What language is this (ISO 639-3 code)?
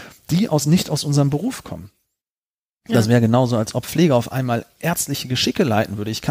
deu